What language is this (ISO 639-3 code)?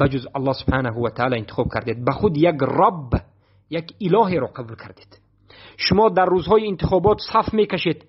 fas